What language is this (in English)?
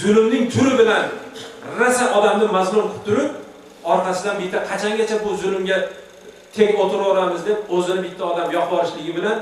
Uzbek